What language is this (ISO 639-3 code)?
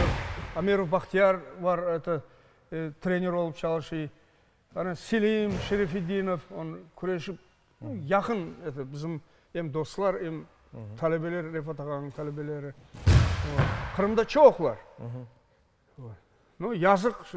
crh